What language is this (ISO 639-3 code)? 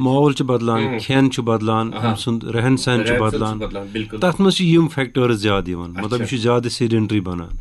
kas